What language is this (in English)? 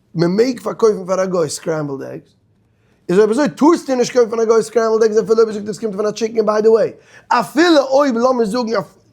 Yiddish